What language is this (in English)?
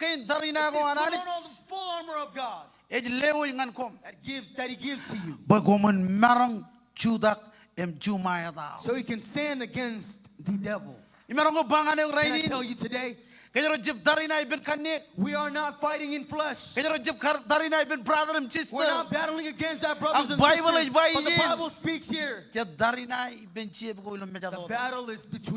Marshallese